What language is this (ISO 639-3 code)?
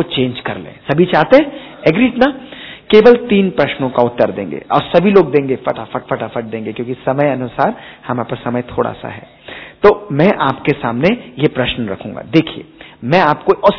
hin